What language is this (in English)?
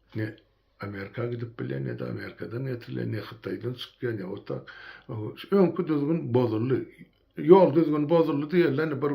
Turkmen